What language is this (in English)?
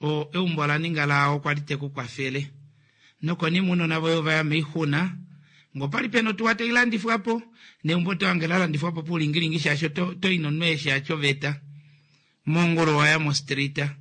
Kuanyama